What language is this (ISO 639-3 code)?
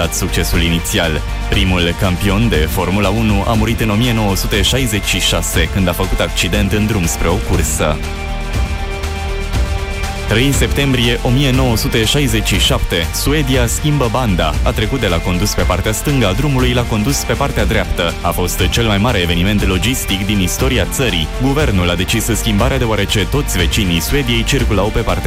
ron